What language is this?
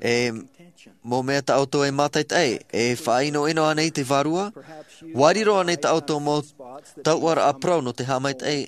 Tahitian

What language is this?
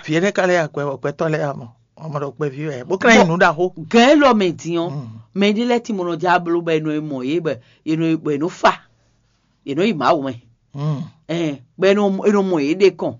Fon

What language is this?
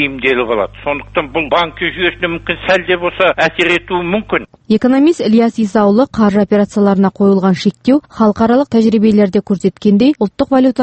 Kazakh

